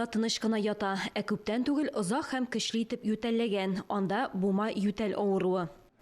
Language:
Tatar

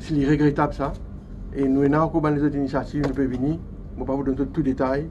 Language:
Morisyen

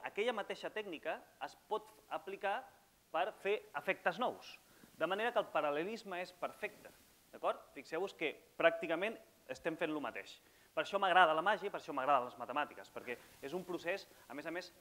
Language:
Catalan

